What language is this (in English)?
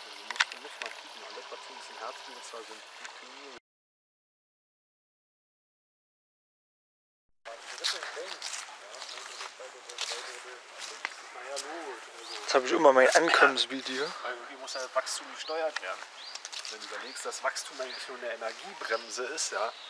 German